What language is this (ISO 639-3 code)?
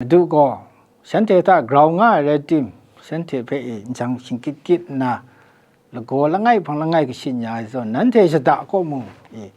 kac